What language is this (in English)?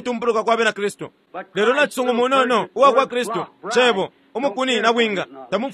Bemba